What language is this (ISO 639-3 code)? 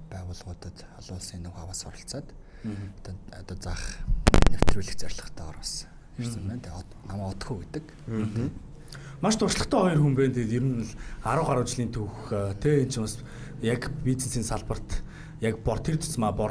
mon